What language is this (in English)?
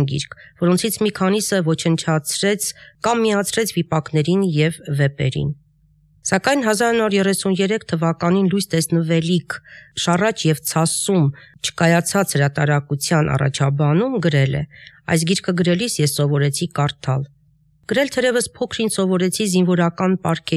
Armenian